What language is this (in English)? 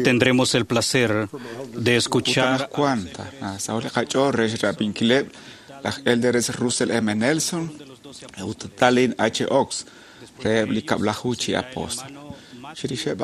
Kekchí